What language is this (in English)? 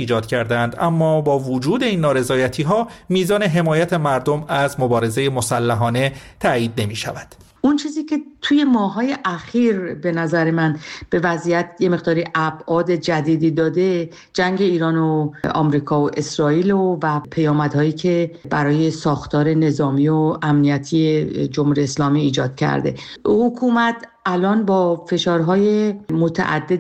Persian